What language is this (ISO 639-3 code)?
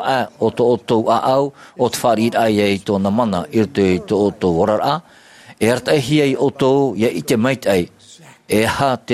tah